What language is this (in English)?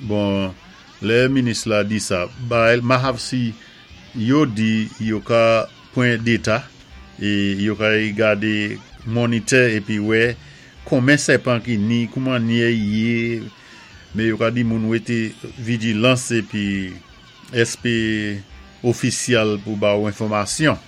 Saint Lucian Creole French